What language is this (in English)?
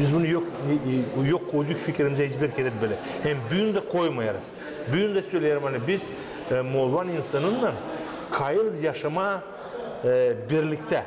Gagauz